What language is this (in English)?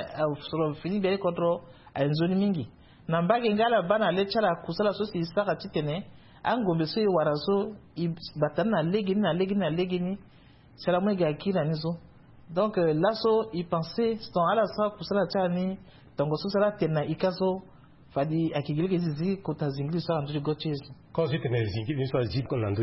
Sango